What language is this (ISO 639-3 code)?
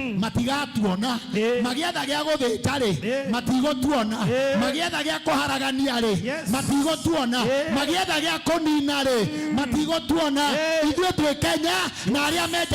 kik